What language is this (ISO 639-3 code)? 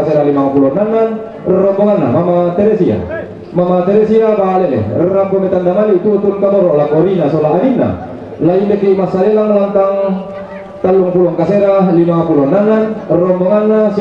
sda